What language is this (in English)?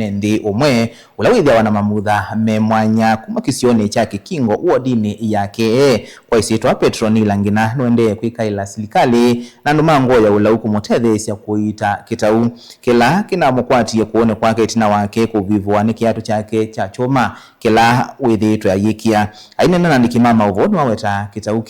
Kamba